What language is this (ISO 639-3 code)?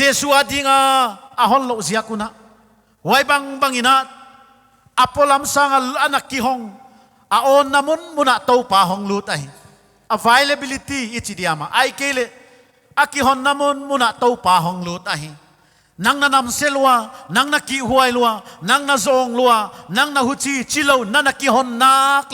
pck